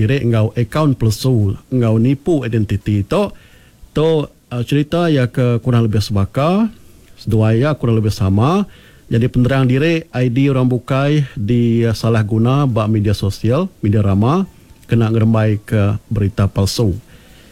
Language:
Iban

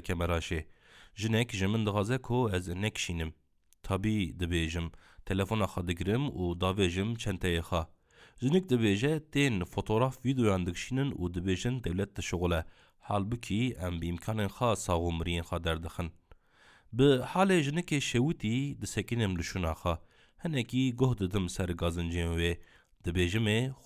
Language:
Kurdish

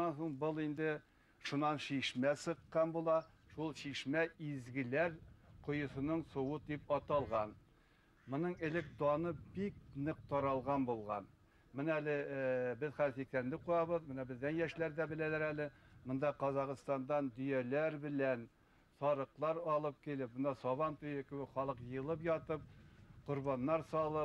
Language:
Bashkir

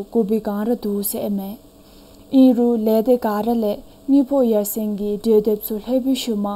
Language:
Dzongkha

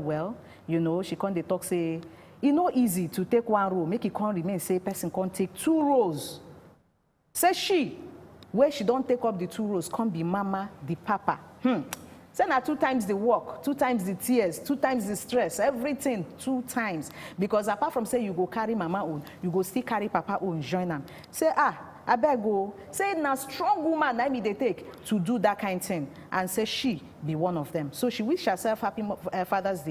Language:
Nigerian Pidgin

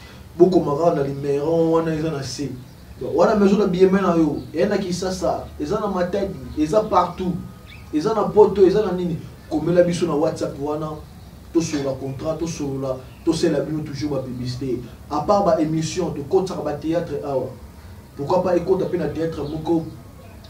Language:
Lingala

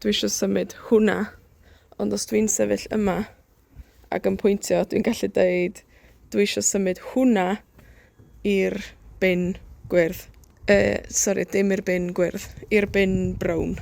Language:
Welsh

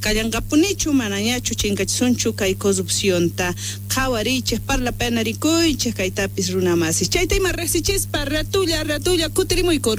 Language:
South Bolivian Quechua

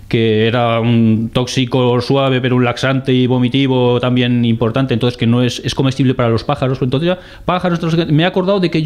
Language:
Spanish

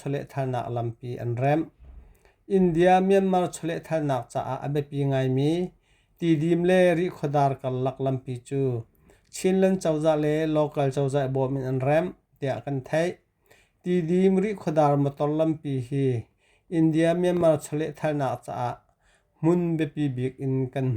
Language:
Hakha Chin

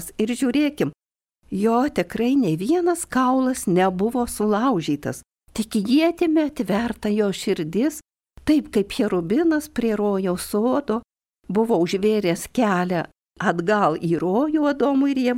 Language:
Lithuanian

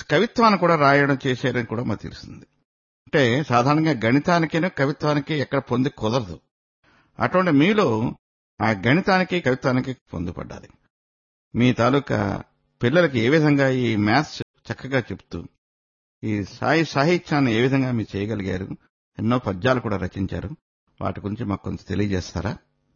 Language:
Telugu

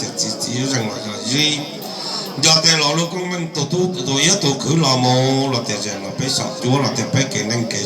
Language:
Hmong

